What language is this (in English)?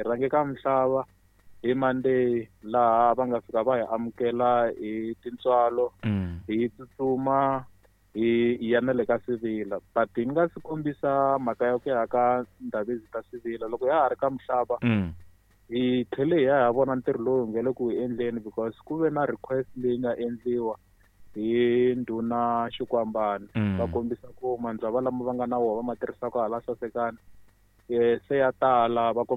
Tsonga